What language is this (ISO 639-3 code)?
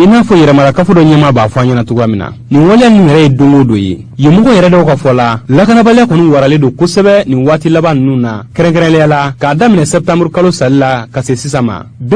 bam